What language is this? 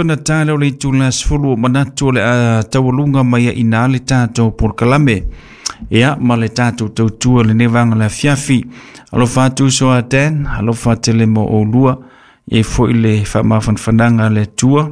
Samoan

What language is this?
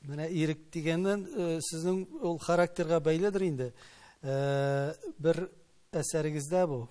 Tatar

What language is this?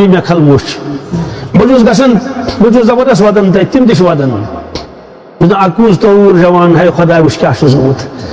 Kashmiri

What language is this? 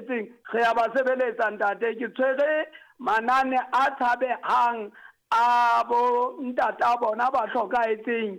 Southern Sotho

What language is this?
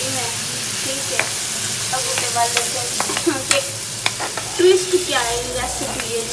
Saraiki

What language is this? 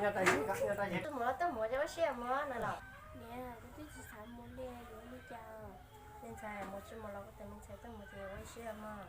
Hmong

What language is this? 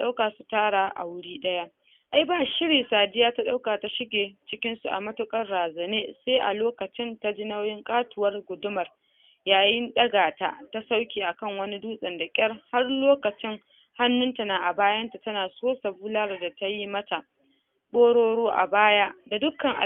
Hausa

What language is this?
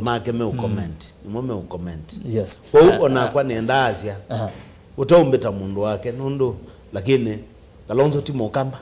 Kamba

